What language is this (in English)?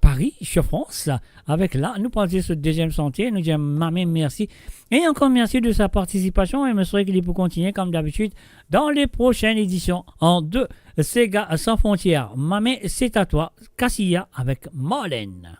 Morisyen